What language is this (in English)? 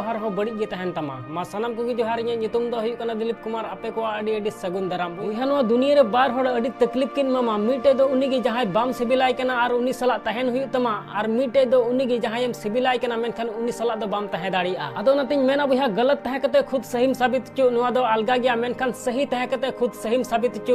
Santali